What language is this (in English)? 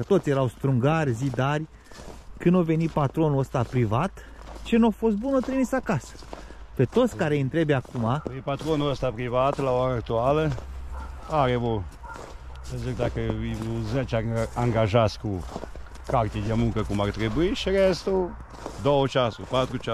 Romanian